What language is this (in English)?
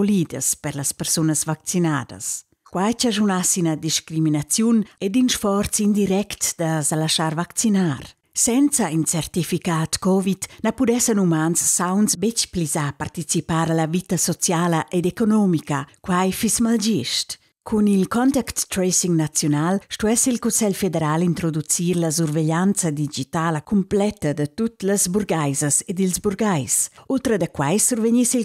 Romansh